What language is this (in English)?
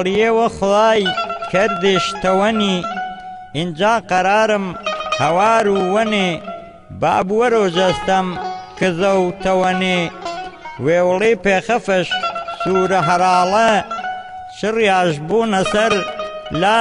Gurani